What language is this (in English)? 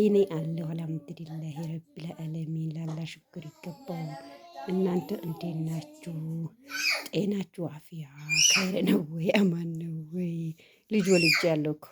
Amharic